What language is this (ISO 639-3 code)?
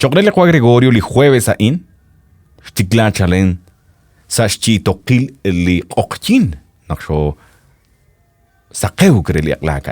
kek